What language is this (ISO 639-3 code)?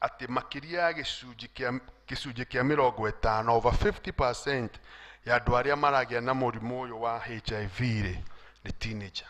kik